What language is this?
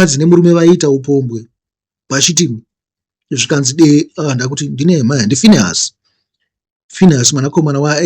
Shona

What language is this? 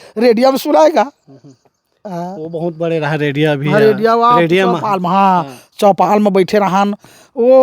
Chhattisgarhi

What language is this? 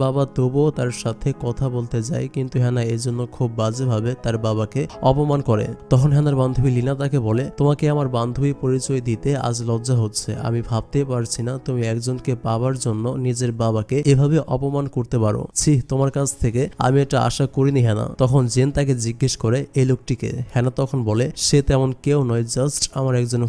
Bangla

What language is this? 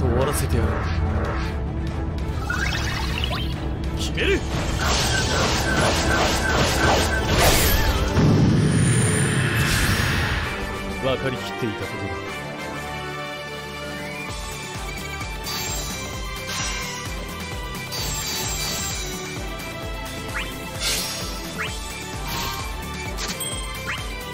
Japanese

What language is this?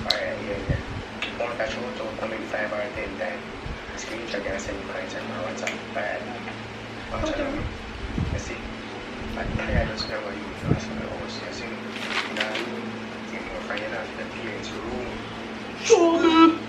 Jamaican Creole English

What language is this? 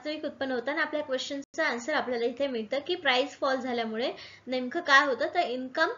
Marathi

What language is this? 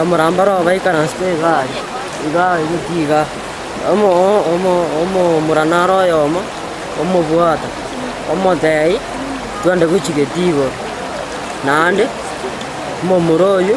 Gusii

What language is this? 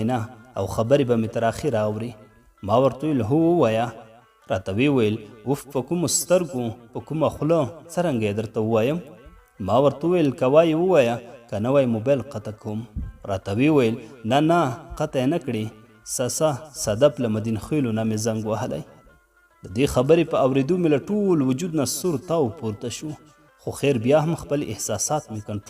Pashto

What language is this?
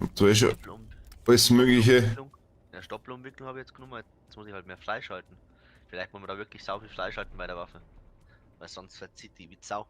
Bavarian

